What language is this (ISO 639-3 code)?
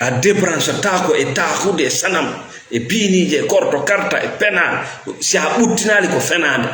ful